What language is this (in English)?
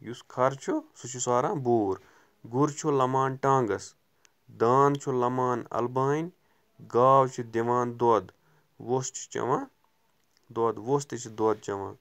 Kashmiri